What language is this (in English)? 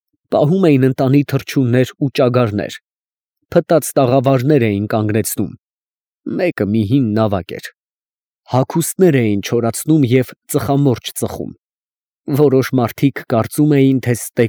Armenian